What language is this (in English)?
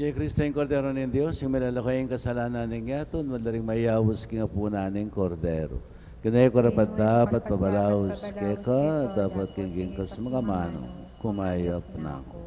Pampanga